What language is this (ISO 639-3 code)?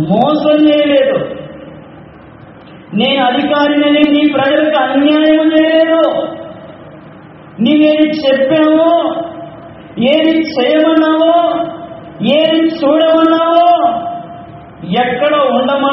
tel